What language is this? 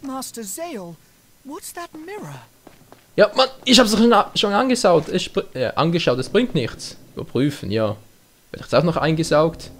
Swiss German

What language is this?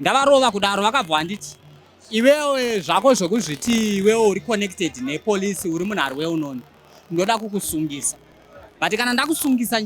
Shona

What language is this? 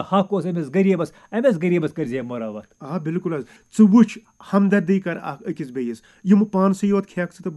Kashmiri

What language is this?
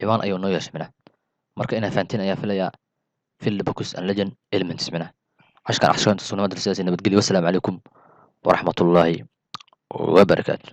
Somali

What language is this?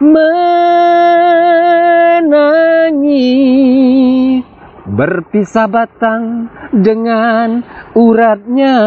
Minangkabau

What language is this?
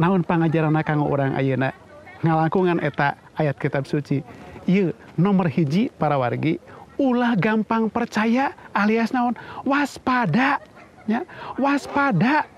Sundanese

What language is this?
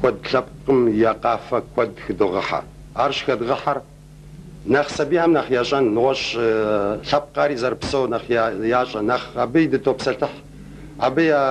Kabardian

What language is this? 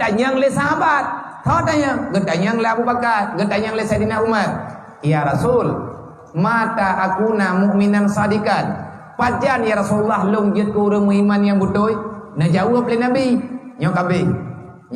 Achinese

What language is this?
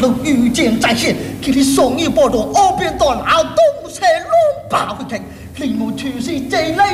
Chinese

